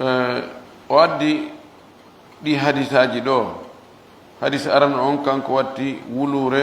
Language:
Pular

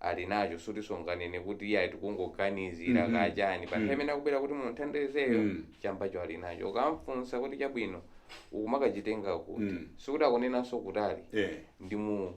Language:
Nyanja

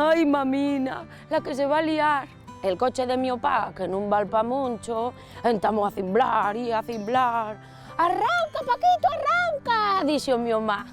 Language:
Asturian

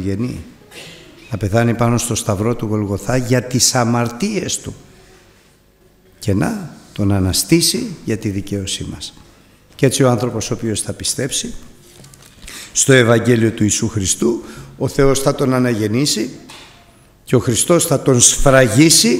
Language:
Greek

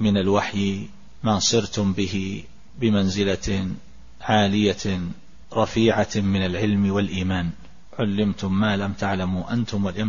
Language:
Arabic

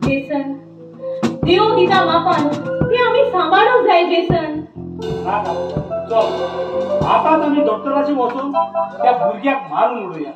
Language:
Konkani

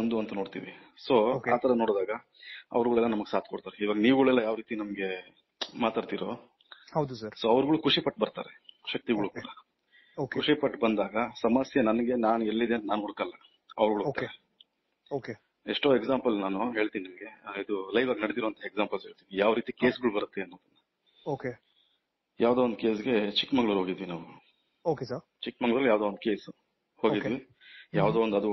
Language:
Kannada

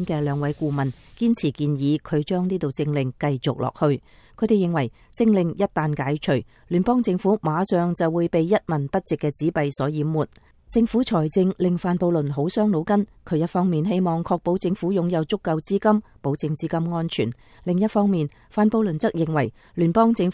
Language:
Cantonese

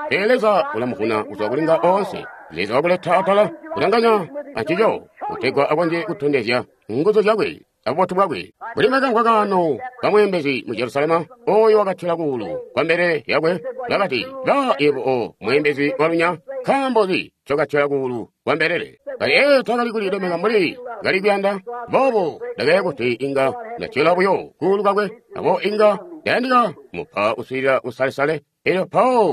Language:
Tonga (Zambia)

